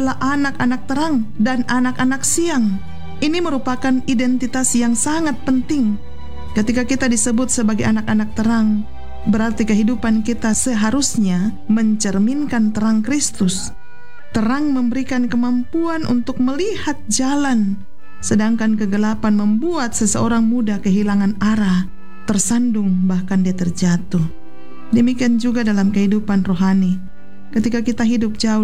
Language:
Indonesian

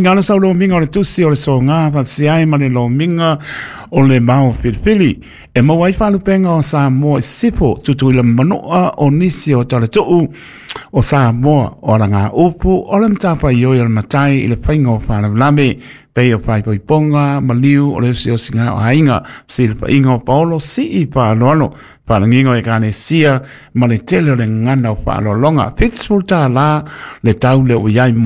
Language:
Samoan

